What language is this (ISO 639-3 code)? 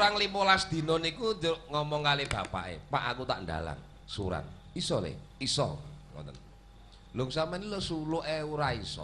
jav